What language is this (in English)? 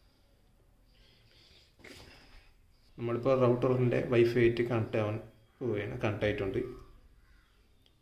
Malayalam